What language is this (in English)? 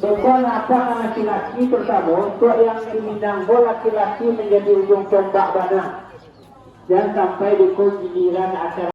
Minangkabau